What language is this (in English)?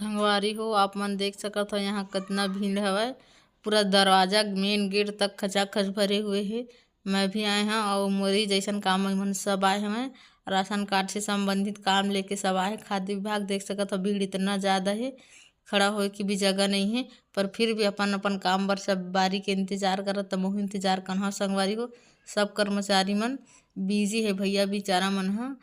Chhattisgarhi